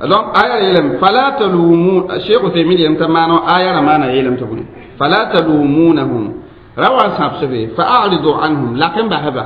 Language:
Mossi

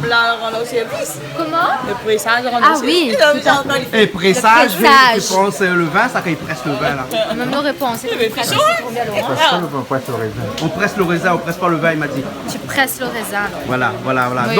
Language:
Réunion Creole French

